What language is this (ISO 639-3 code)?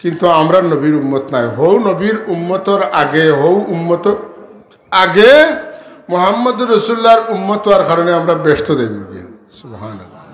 syl